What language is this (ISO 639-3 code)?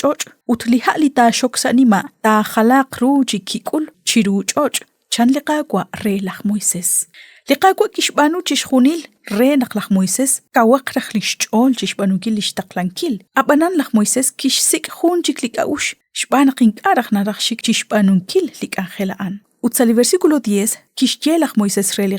kek